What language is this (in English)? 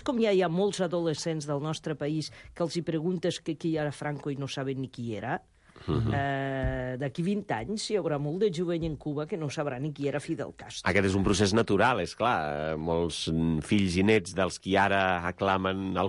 Catalan